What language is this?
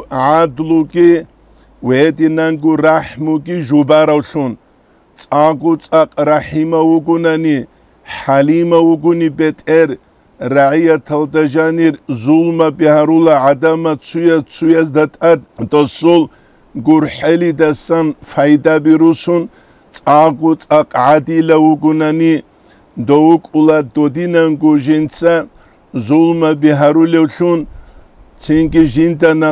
Avaric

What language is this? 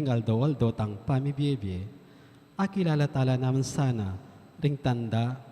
Pampanga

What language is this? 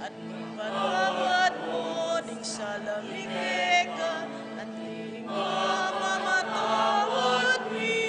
Pampanga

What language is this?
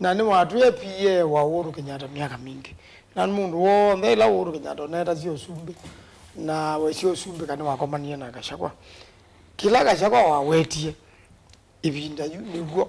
Kamba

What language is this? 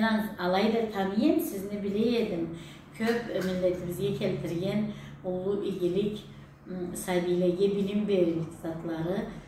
Karachay-Balkar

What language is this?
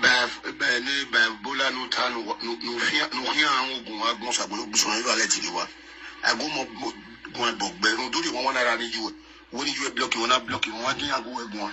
Nigerian Pidgin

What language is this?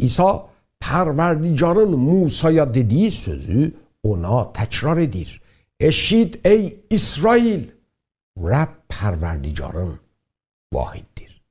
South Azerbaijani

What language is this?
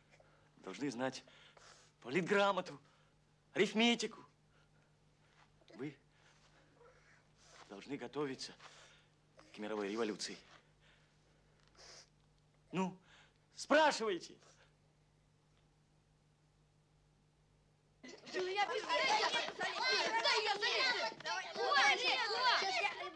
Russian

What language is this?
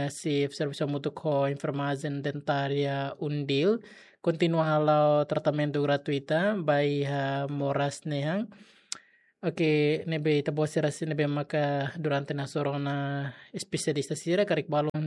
Tetum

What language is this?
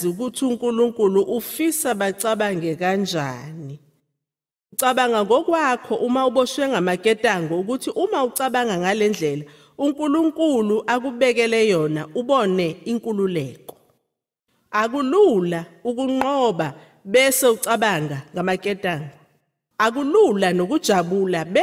Zulu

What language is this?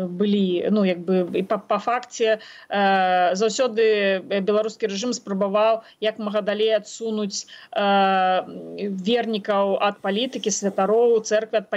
Belarusian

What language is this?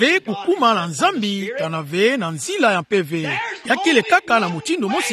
Kituba (Democratic Republic of Congo)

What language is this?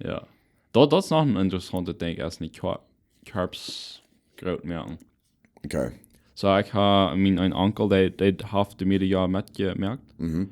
Plautdietsch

